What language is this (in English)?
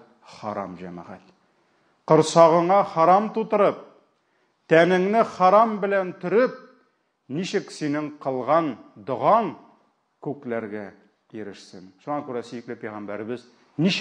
Tatar